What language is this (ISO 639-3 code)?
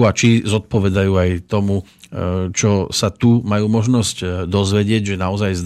slk